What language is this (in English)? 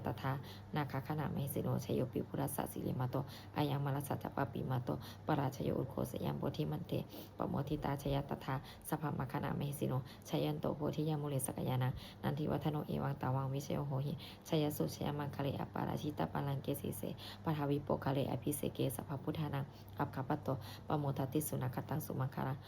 Pali